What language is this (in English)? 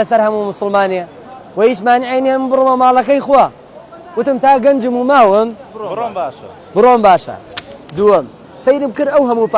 Central Kurdish